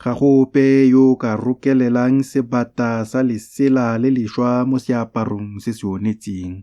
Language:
Tswana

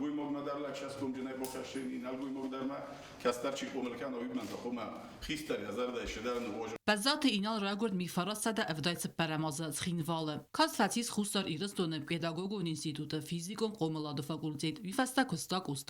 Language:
Ossetic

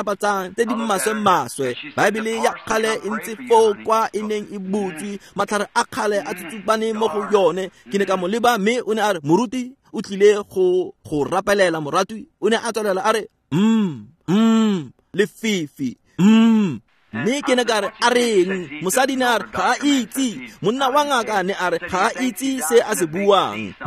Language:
Tswana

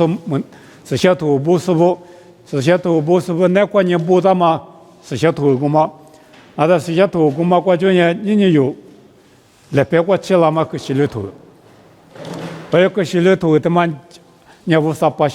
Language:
Lisu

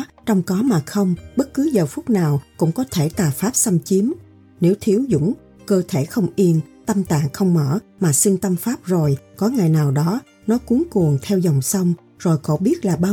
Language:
Vietnamese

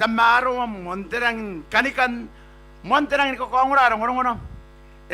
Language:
Gilbertese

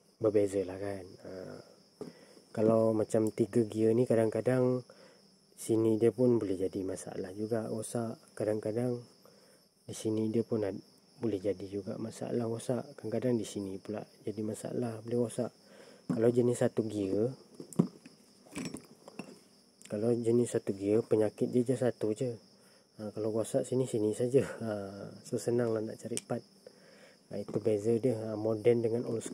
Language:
Malay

